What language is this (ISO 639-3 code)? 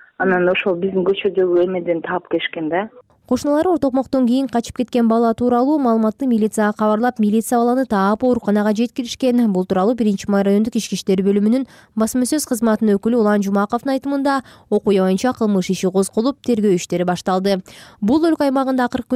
kir